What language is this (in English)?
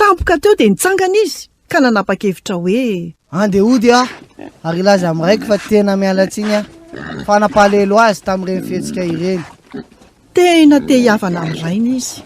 Malagasy